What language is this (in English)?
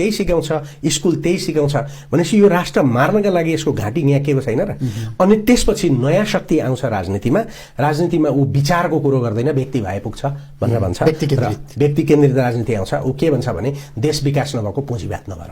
Nepali